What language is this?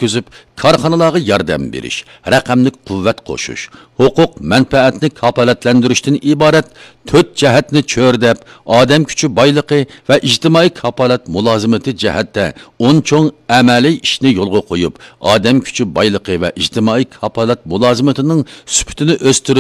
Uyghur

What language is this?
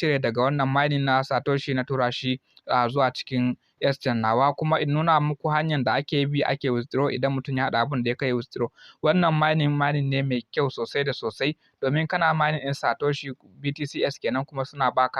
Hausa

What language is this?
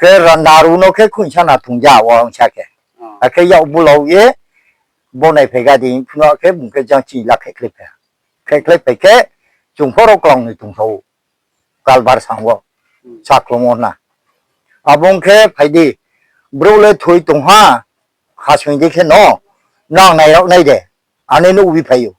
Riang (India)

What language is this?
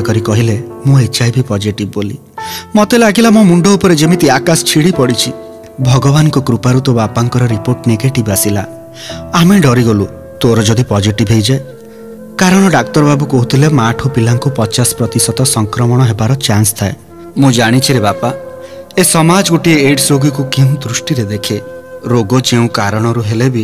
Odia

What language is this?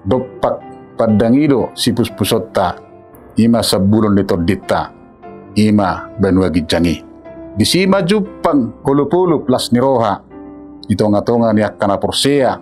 Batak Toba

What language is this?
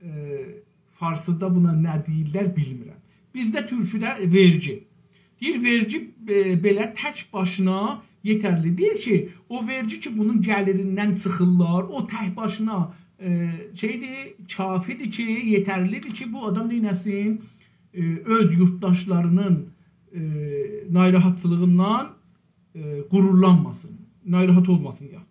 South Azerbaijani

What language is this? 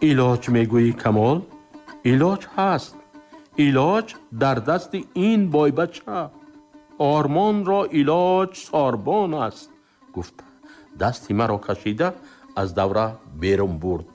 Tajik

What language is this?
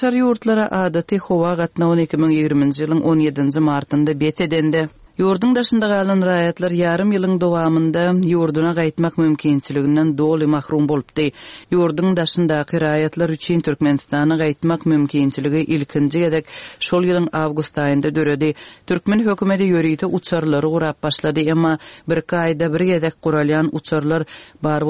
Turkmen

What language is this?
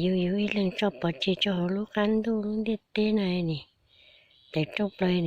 Hmong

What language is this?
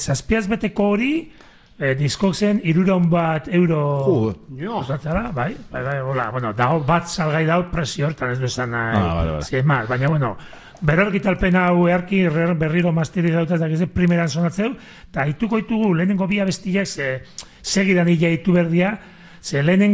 Basque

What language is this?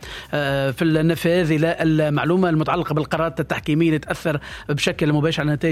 Tunisian Arabic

